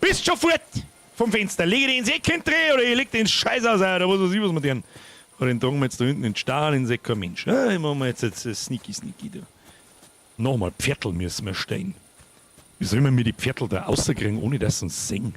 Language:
Bavarian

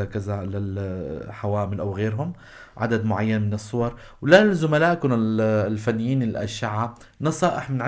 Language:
North Levantine Arabic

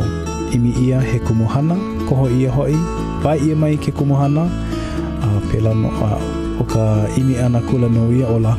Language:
Hawaiian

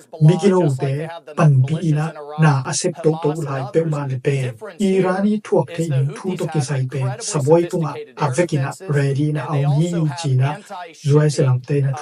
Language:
Tedim Chin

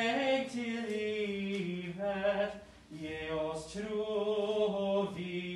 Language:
Swedish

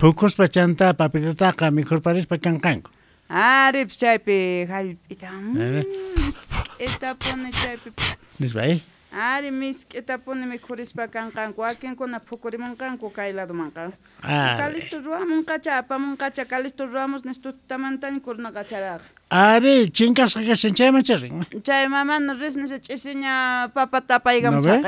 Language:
South Bolivian Quechua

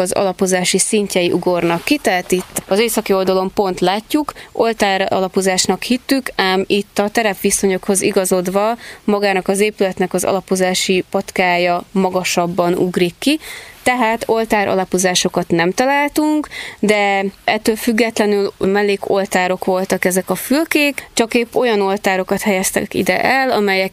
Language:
Hungarian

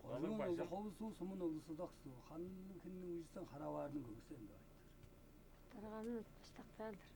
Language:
Tuvinian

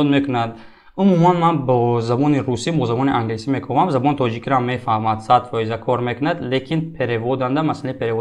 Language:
Tajik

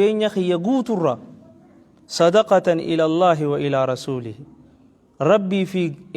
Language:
Oromo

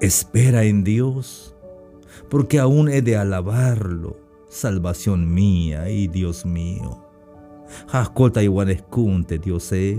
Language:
Tzeltal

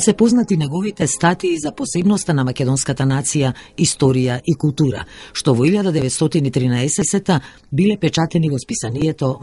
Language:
Macedonian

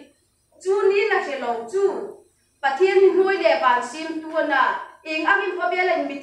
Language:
Hmar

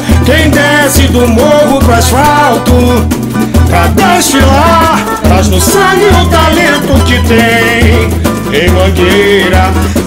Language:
Portuguese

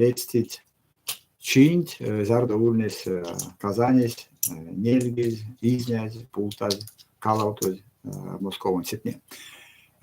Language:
Erzya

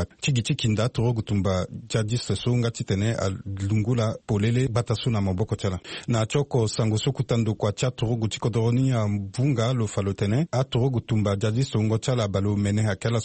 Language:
Sango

